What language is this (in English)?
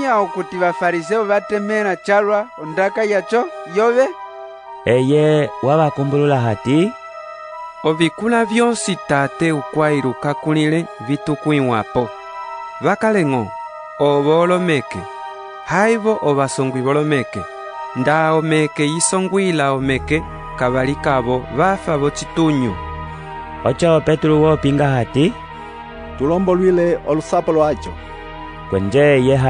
Umbundu